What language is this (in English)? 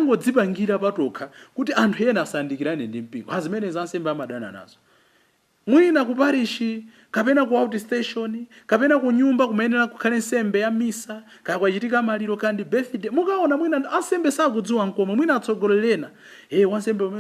Nyanja